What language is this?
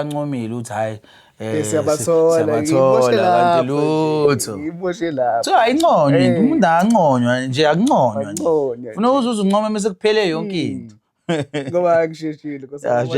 Zulu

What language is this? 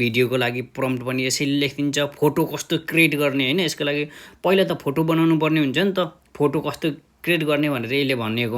Nepali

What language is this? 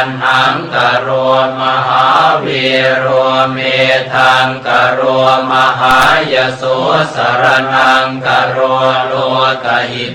Pali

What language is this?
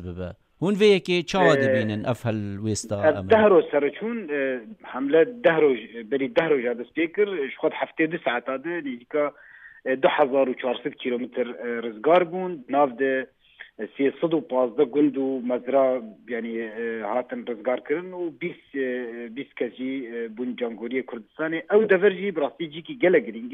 Kurdish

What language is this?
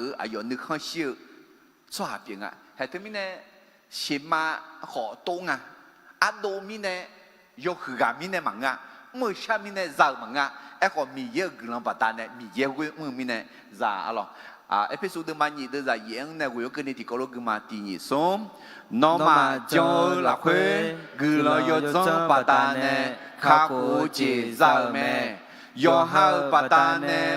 Akha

